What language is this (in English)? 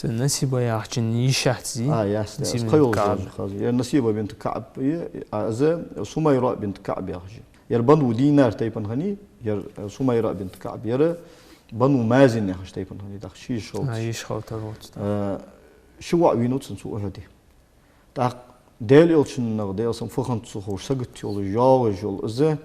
Ingush